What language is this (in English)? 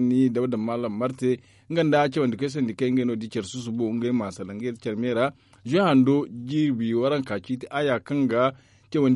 Zarma